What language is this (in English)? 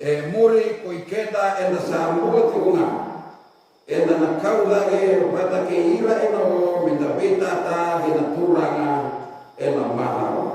Fijian